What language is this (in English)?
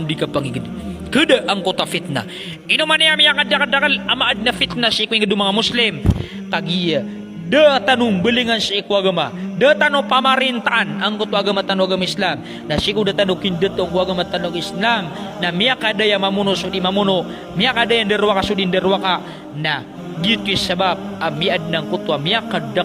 Maranao